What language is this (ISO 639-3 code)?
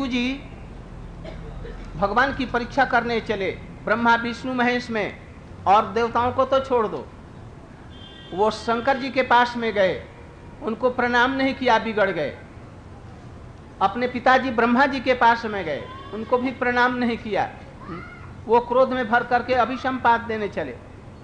hin